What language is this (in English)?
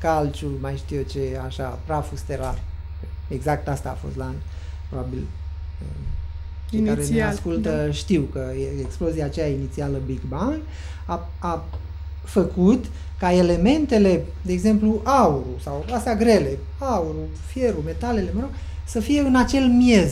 Romanian